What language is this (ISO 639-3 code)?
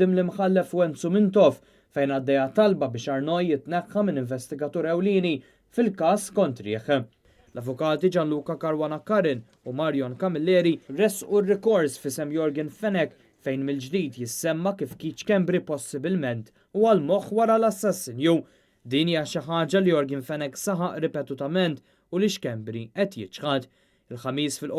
mlt